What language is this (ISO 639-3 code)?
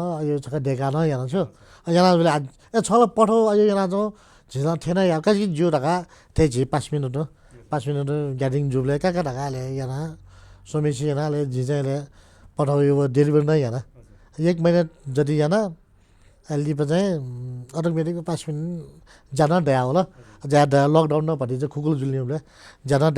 new